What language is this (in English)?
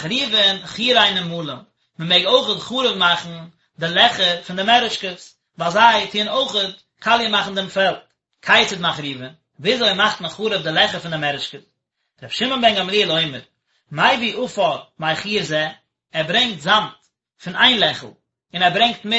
Yiddish